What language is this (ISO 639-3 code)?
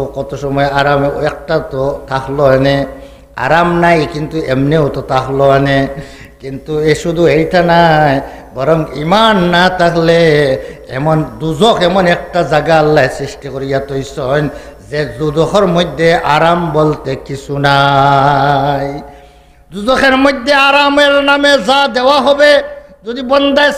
syl